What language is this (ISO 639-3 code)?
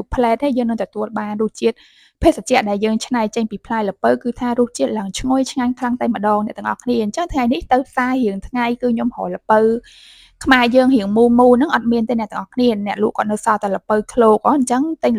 khm